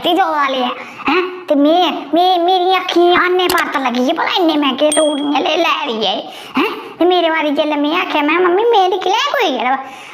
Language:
Dogri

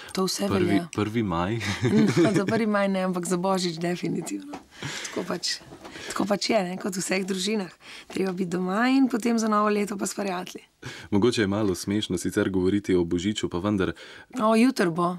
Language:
Slovenian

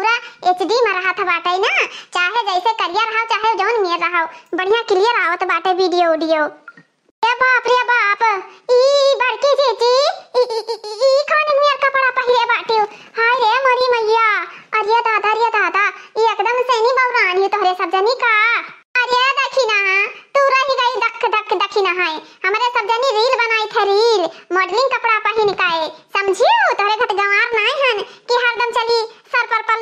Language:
Awadhi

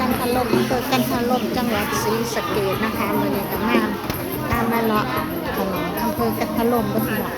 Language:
Northeastern Thai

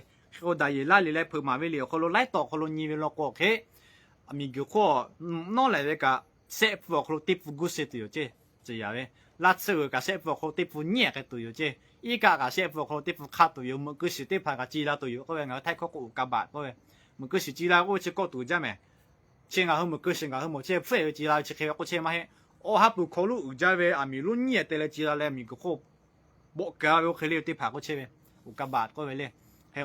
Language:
Lahu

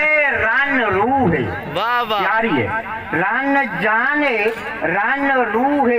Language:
Saraiki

